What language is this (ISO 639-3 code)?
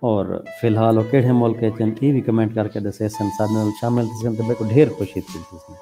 skr